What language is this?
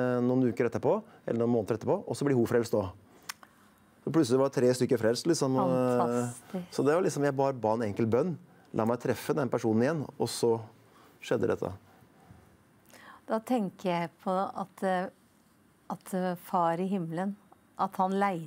Norwegian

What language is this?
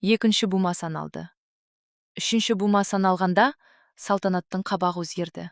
Kazakh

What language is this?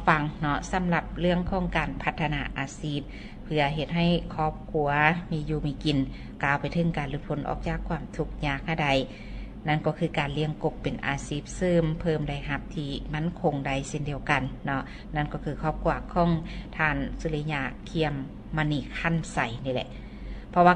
Lao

